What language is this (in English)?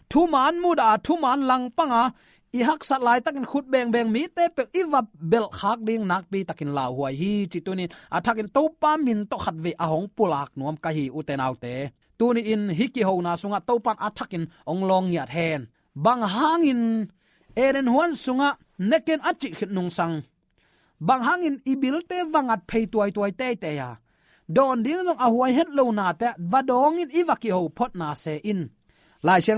Tedim Chin